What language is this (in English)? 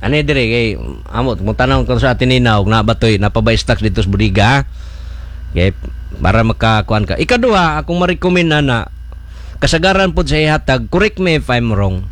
Cebuano